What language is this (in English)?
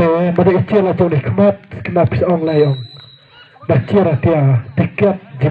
Khasi